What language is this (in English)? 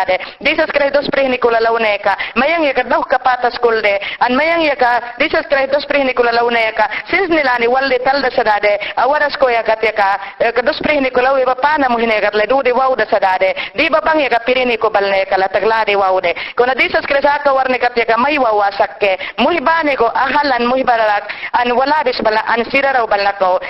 Mayangna